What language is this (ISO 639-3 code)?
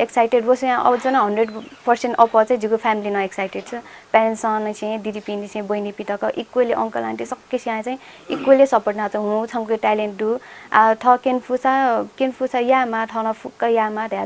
new